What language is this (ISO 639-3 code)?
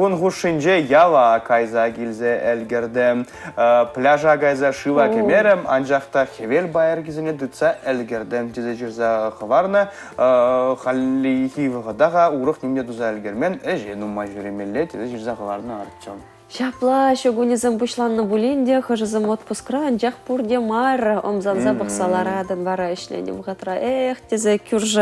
chv